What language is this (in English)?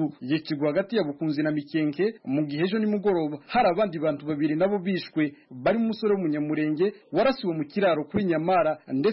Kinyarwanda